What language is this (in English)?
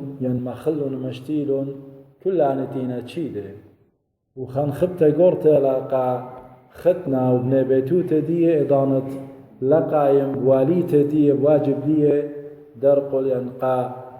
Assyrian Neo-Aramaic